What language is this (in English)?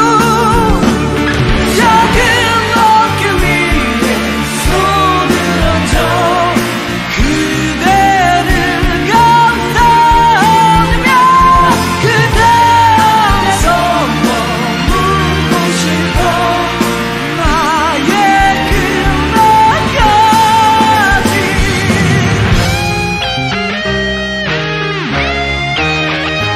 Korean